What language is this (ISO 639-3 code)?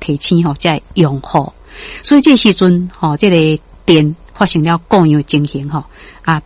nan